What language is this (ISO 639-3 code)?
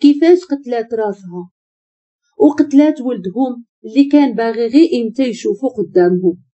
ary